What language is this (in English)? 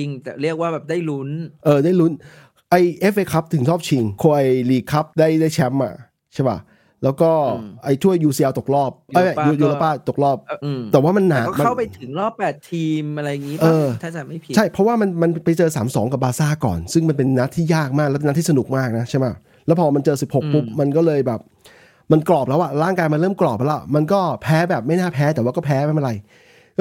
Thai